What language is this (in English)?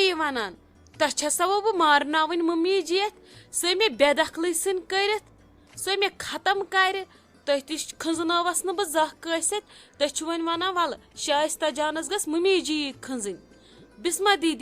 Kashmiri